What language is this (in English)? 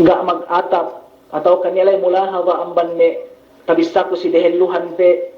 Yakan